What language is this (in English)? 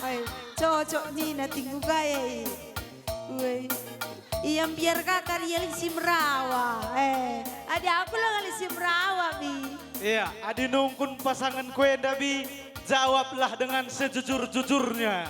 Batak Karo